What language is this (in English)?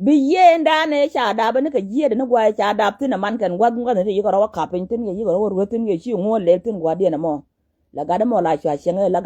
Nuer